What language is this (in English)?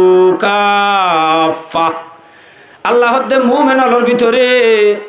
Rohingya